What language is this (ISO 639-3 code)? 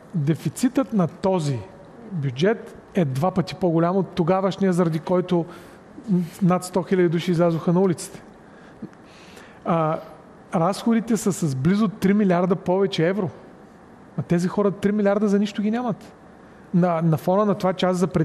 bul